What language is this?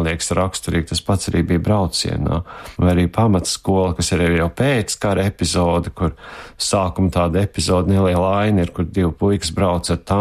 Latvian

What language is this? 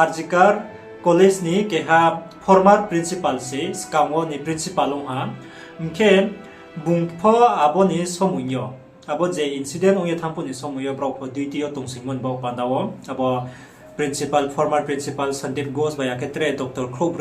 Riang (India)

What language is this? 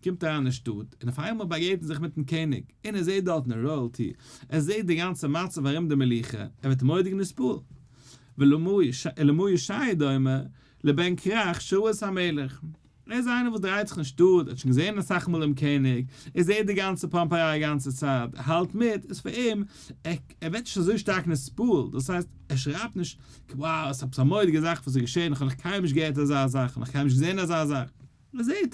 Yiddish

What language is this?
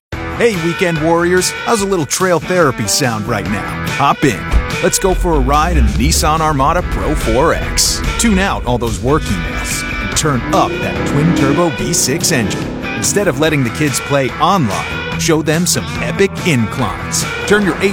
English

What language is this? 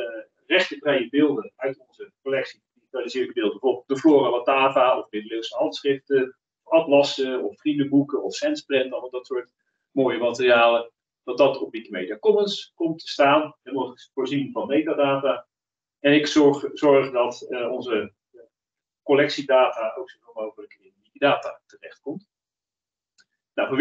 Dutch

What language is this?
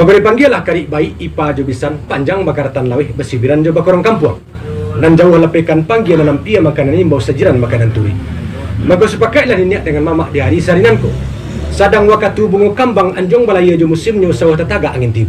Minangkabau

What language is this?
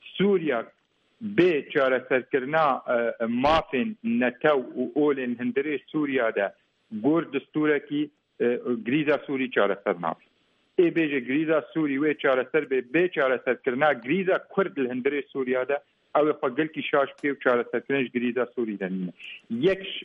Kurdish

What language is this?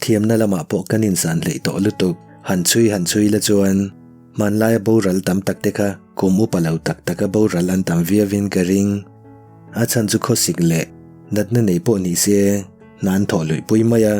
Mizo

